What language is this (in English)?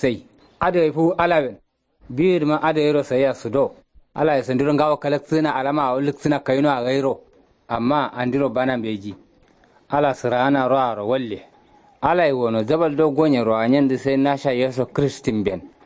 Kanuri